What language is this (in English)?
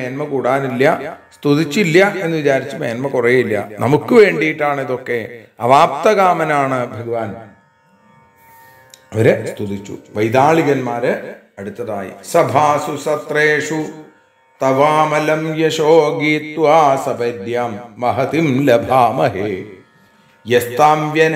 Malayalam